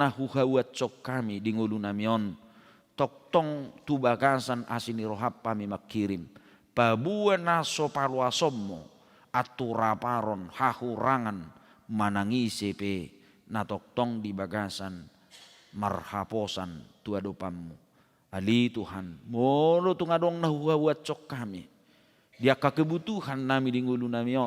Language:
Batak Toba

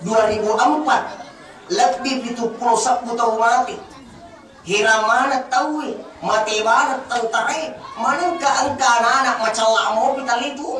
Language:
Buginese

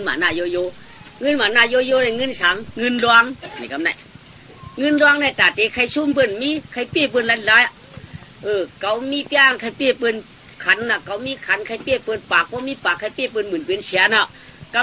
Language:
Shan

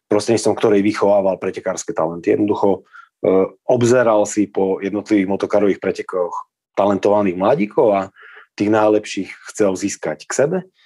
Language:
Slovak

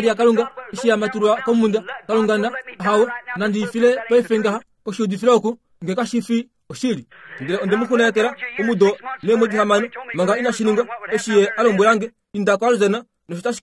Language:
Kuanyama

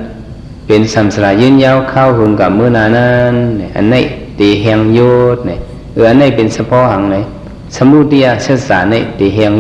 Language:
Shan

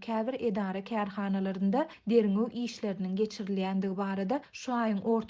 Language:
Turkmen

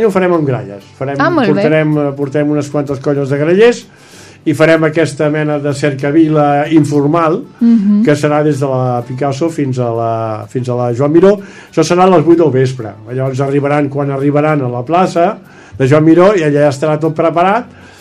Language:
Catalan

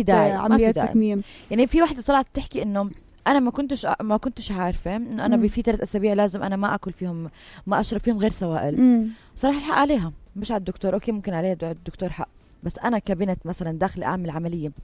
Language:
North Levantine Arabic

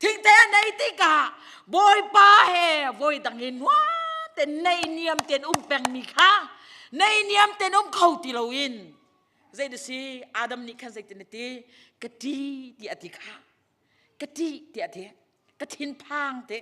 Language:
Hakha Chin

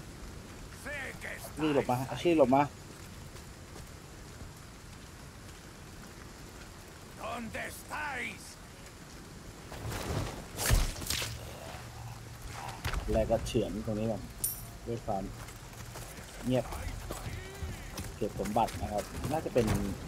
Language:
Thai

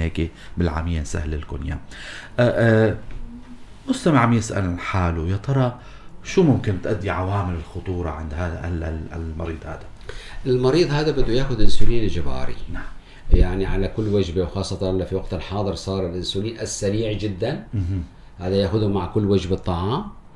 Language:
North Levantine Arabic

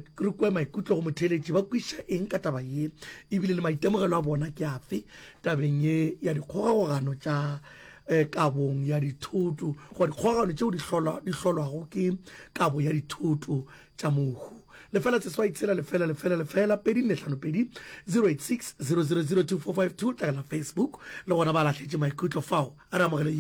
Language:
Northern Sotho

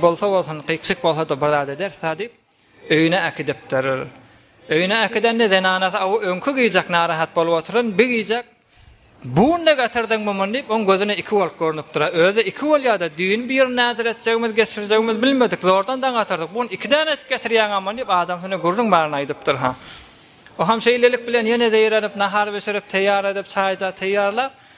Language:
Turkmen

